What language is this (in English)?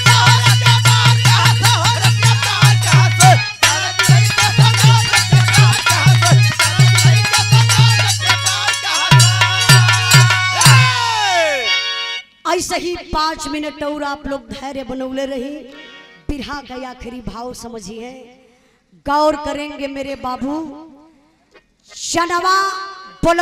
Bhojpuri